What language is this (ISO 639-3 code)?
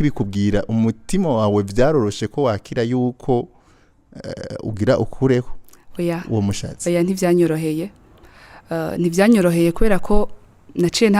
run